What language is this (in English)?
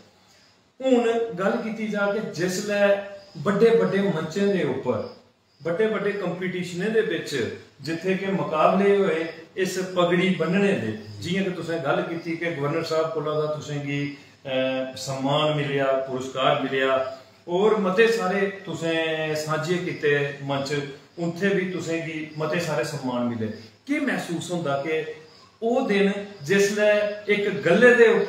Dogri